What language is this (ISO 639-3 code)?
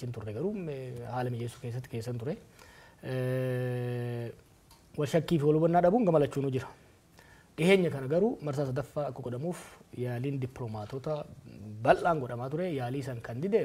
orm